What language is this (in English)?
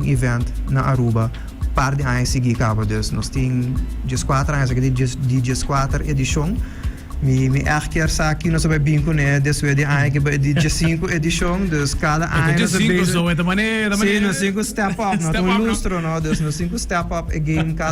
Papiamento